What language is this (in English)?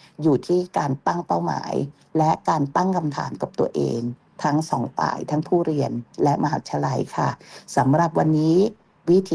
Thai